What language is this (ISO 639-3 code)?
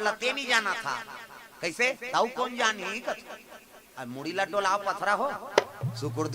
hne